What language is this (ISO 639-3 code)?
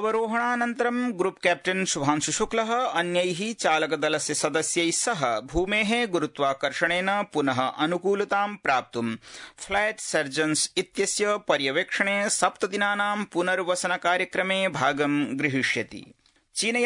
san